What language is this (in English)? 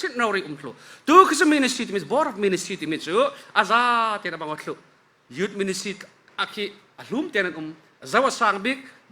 Falam Chin